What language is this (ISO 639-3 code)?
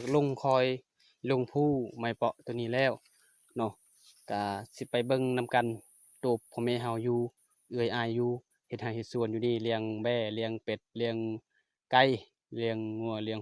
lao